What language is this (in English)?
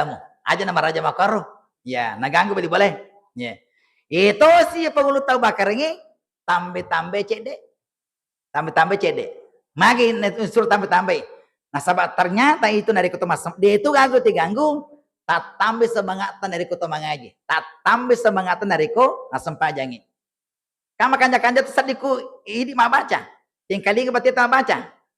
Buginese